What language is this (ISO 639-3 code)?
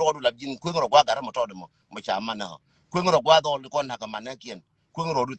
nus